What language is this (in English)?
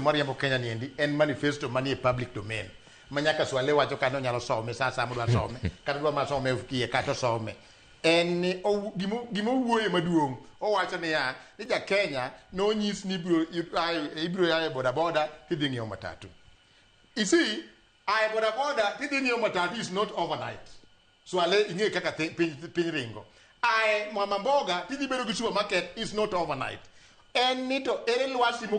Luo (Kenya and Tanzania)